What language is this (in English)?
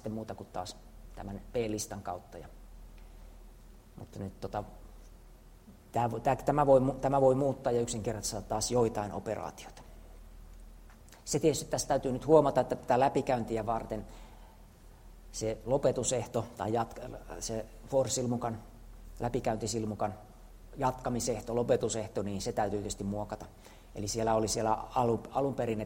Finnish